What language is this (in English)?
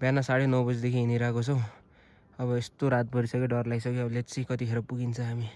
Nepali